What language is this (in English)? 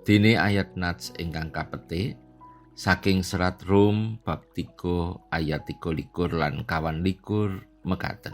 Javanese